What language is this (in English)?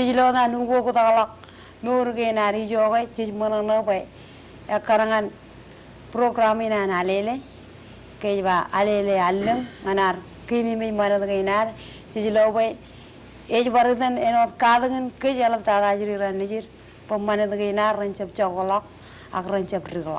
Marshallese